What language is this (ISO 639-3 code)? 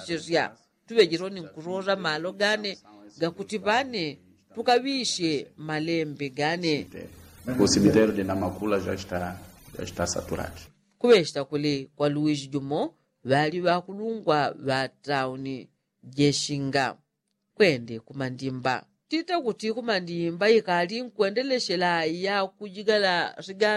yao